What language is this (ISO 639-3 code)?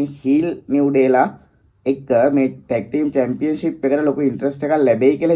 sin